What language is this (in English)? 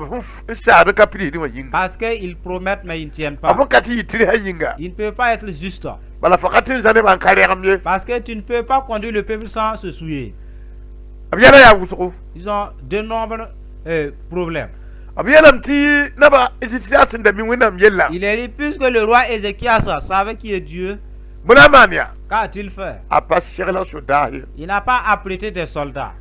Mossi